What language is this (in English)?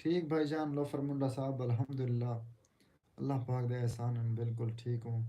Saraiki